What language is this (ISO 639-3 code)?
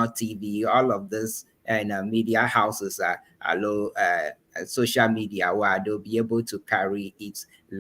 ewe